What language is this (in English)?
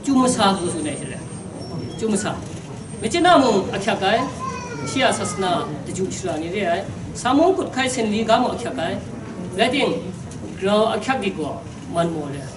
Kachin